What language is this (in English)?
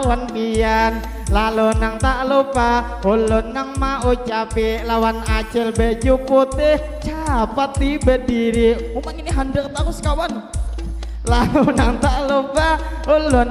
Banjar